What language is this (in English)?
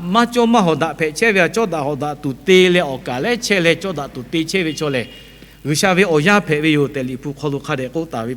Lahu